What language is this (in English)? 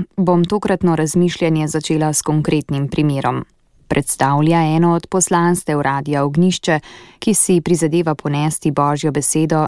Slovenian